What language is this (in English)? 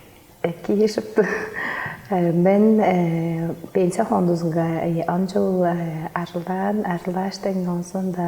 Tuvinian